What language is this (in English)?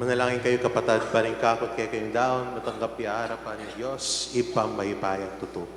Pampanga